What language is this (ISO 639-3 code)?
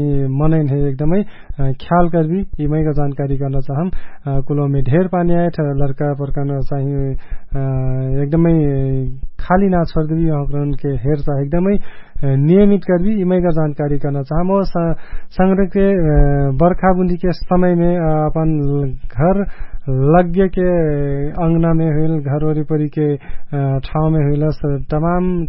thl